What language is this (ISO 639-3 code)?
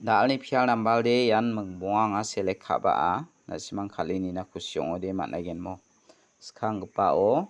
grt